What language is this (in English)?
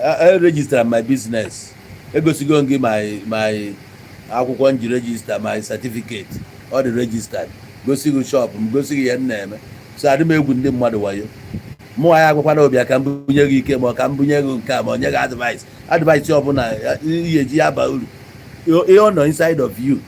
Igbo